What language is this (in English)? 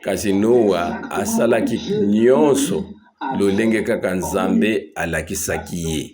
Lingala